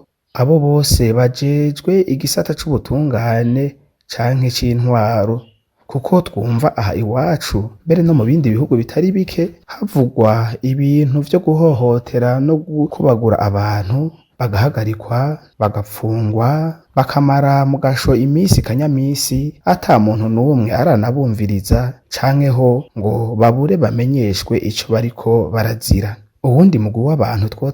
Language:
Rundi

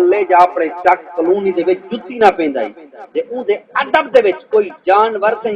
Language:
Saraiki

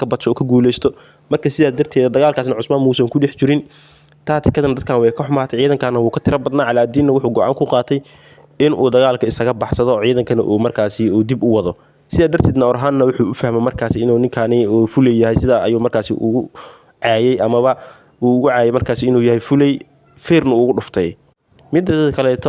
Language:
Somali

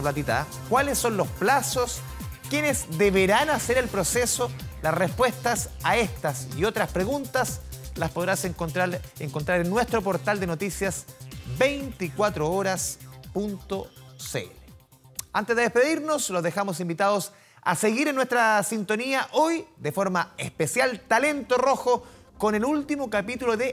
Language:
Spanish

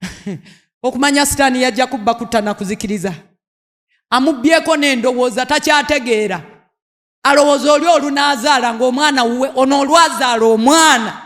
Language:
Ganda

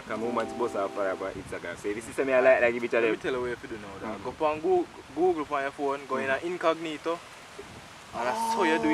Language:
Jamaican Creole English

